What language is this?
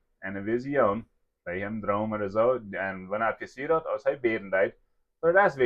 Plautdietsch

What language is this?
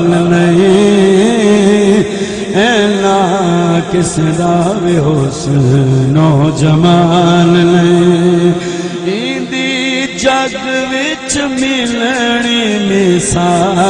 Saraiki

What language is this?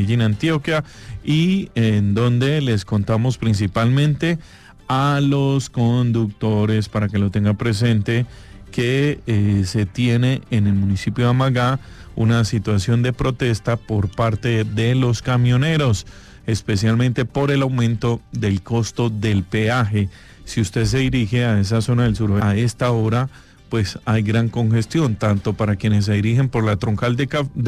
Spanish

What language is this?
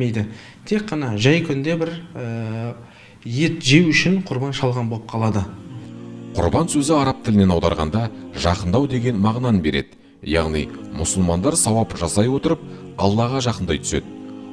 Kazakh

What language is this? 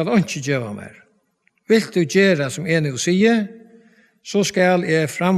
Faroese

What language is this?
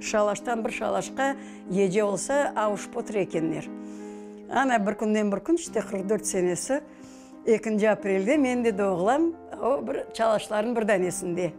Crimean Tatar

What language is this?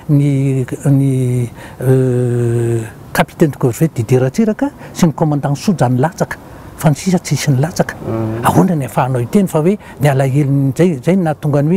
Malagasy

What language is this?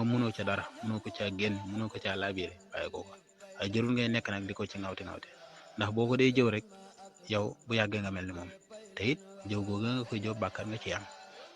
Wolof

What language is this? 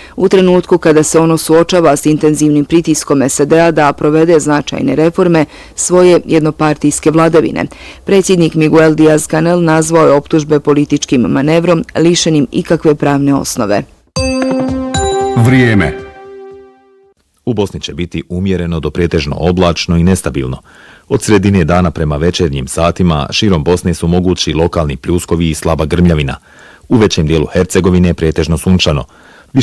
Bosnian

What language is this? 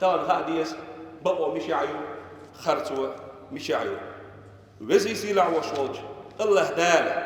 Chechen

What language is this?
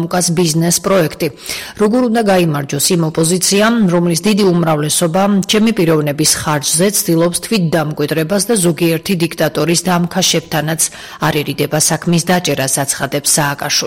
Georgian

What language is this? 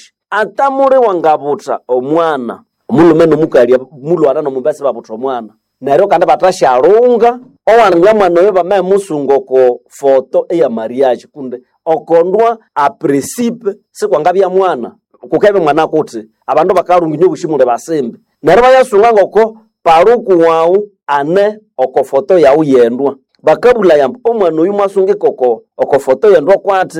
Nande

